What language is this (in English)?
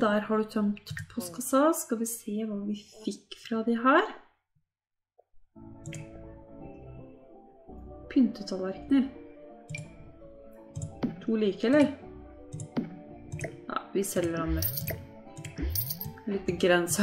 Norwegian